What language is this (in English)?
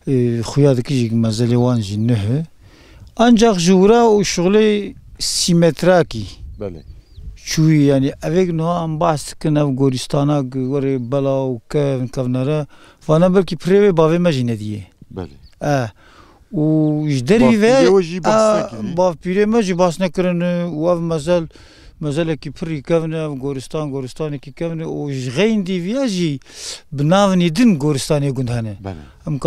Kurdish